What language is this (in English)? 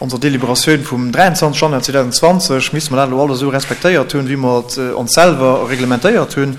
Luxembourgish